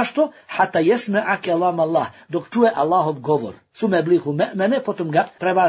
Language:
Bosnian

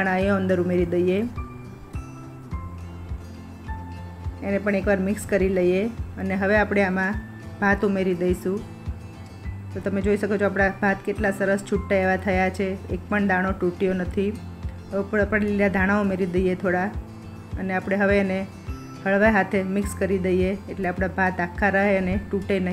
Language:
Gujarati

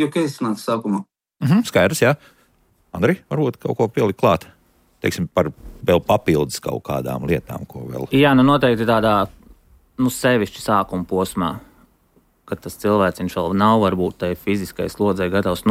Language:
Latvian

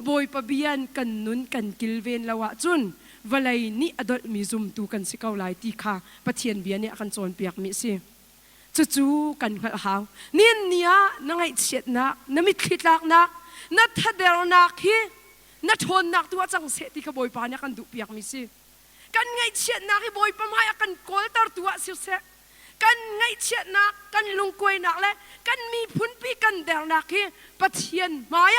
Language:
Hakha Chin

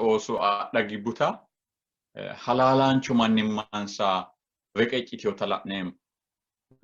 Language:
Sidamo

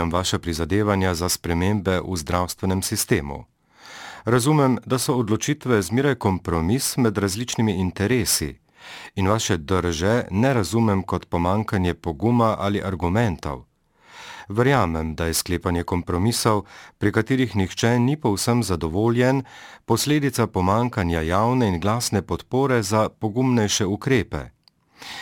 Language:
Slovenian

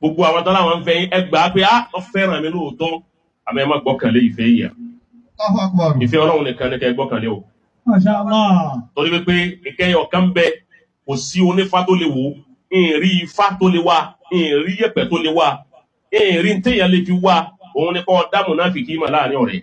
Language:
Yoruba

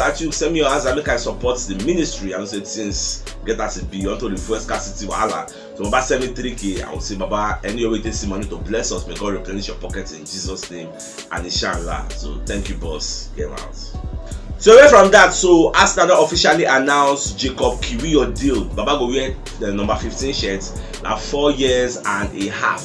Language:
Nigerian Pidgin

